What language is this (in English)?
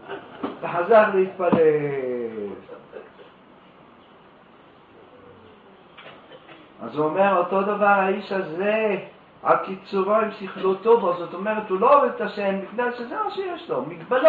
Hebrew